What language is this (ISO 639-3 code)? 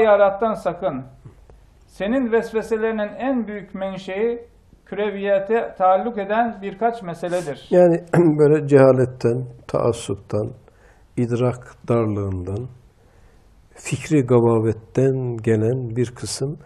tur